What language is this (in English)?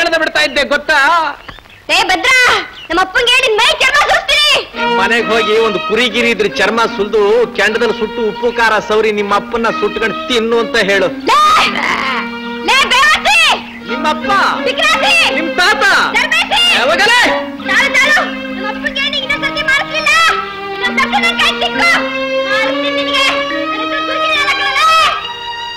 Kannada